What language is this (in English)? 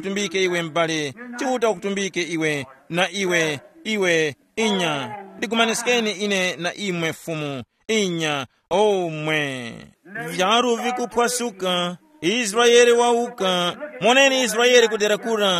Tumbuka